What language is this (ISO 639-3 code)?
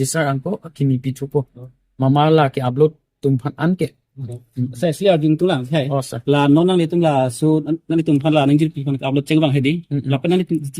mjw